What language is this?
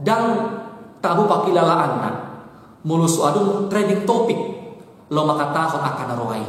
Batak Toba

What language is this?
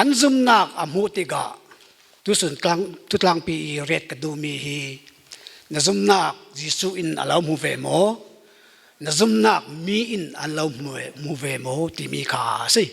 Falam Chin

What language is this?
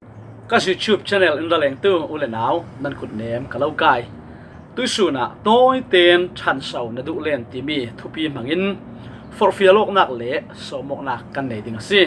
Falam Chin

